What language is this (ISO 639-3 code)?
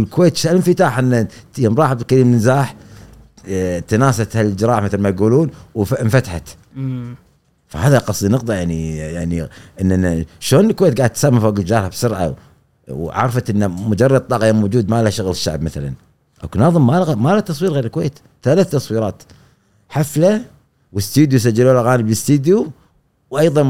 afb